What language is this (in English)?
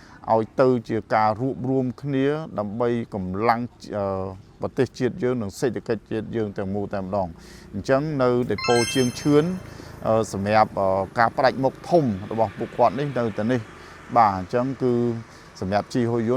Khmer